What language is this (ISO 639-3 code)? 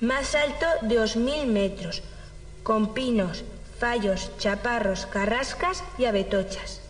arg